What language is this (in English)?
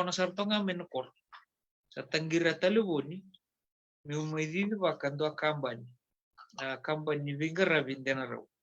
Fijian